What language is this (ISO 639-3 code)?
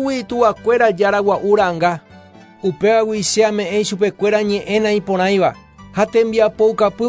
grn